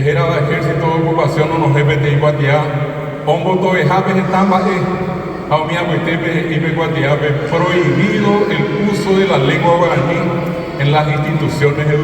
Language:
Guarani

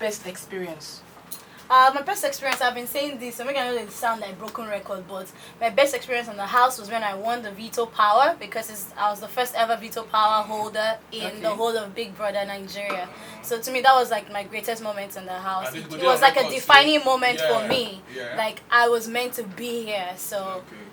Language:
Nigerian Pidgin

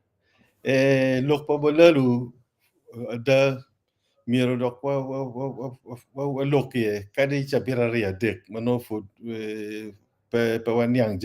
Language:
Acoli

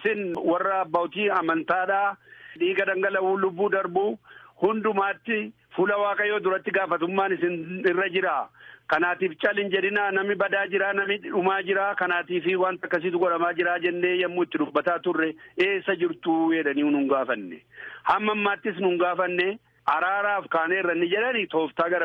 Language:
Oromo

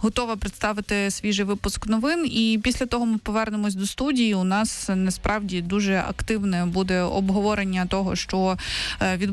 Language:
Ukrainian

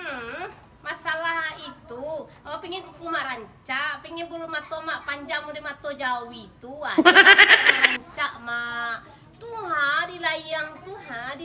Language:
Minangkabau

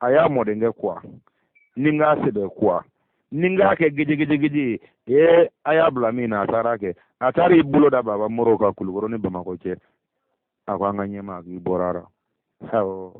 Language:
Bambara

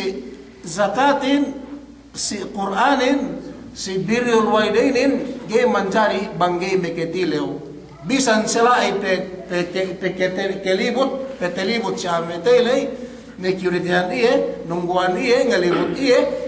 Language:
Yakan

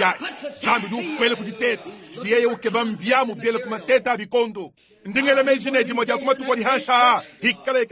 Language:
Luba-Lulua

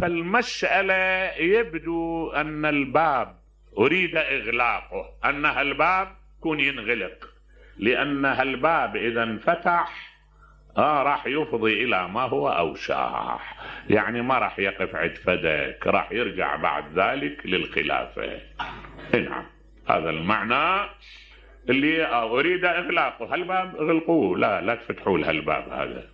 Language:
Mesopotamian Arabic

